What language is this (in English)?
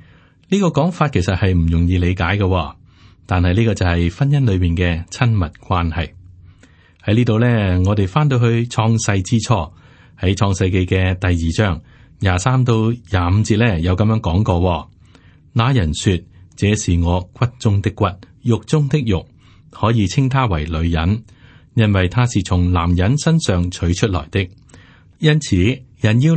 Cantonese